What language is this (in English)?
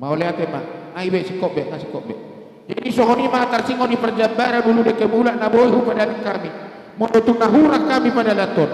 Batak Karo